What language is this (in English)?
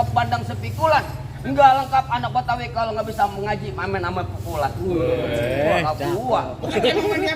Betawi